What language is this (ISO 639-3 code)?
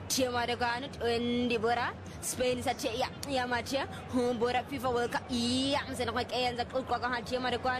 swa